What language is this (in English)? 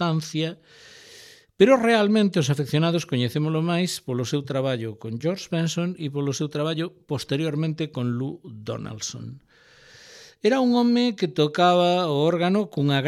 Galician